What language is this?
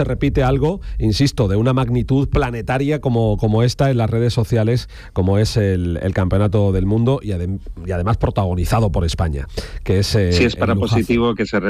Spanish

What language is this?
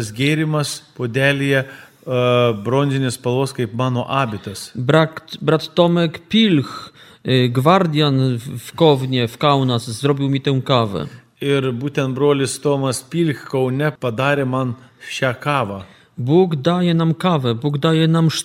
Lithuanian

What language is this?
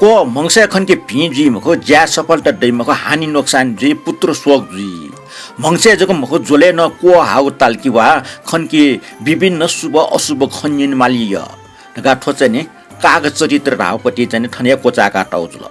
Newari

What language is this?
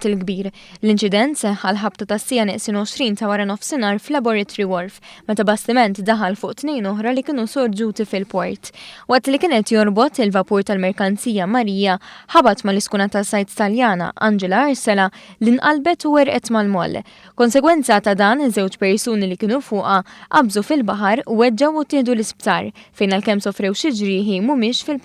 Maltese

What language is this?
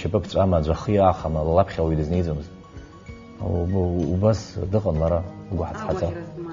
Abkhazian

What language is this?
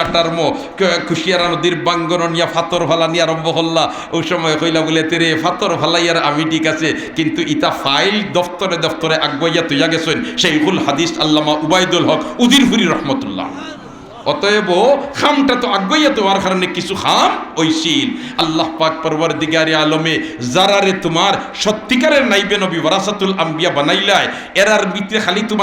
Sylheti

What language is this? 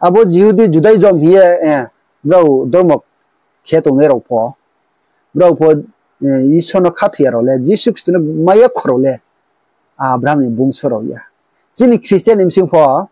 Riang (India)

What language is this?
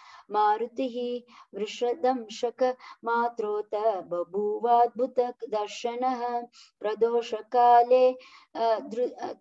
Sanskrit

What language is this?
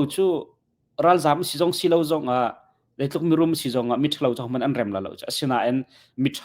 Hakha Chin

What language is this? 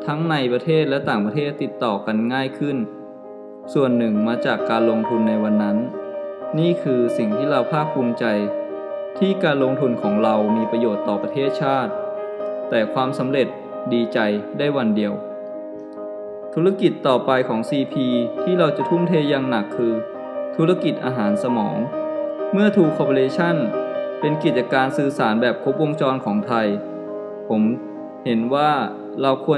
Thai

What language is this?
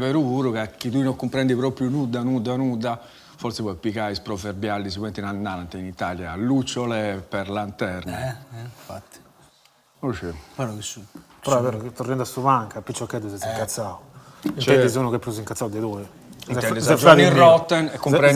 Sardinian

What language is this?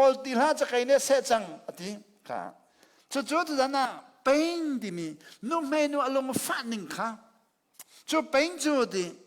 Hakha Chin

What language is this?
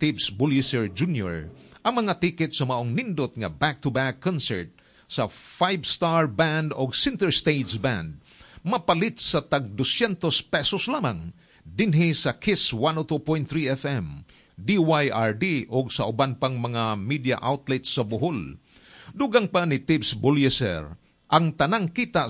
Cebuano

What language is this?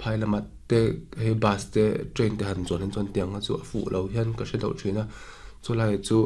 Mizo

